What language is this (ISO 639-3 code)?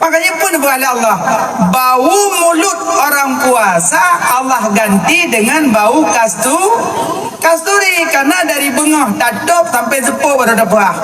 ace